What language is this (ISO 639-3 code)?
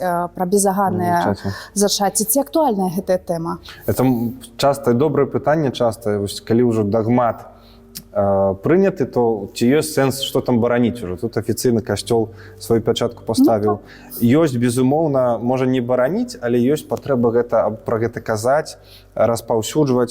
bel